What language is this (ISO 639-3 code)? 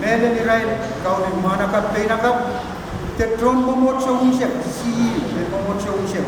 pon